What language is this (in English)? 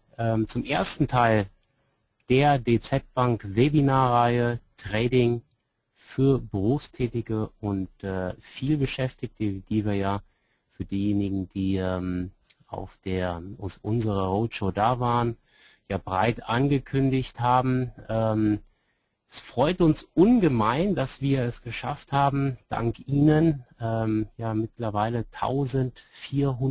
German